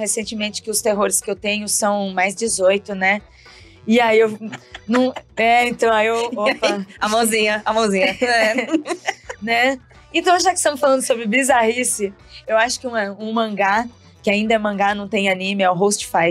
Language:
Portuguese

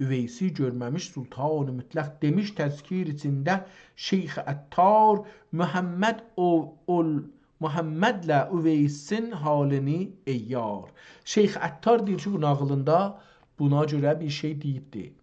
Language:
South Azerbaijani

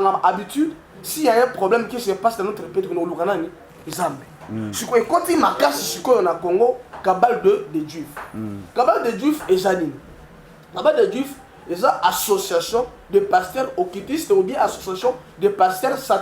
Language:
Lingala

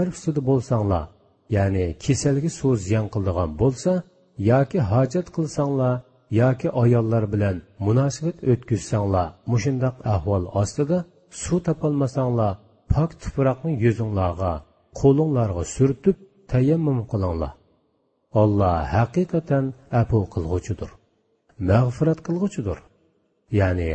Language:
Uyghur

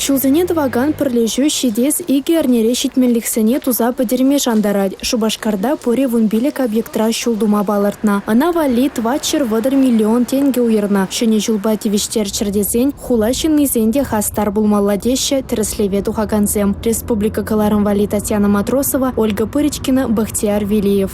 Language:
Chuvash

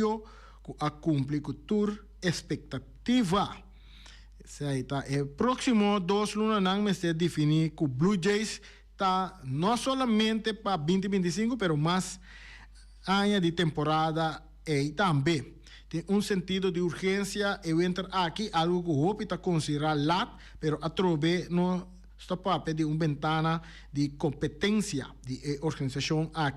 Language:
Papiamento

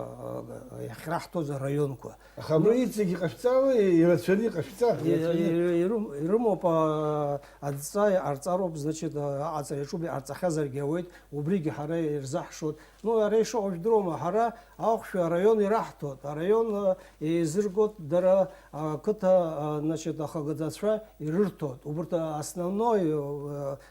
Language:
Abkhazian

